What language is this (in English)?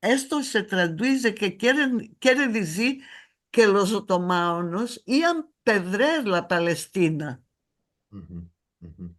Ladino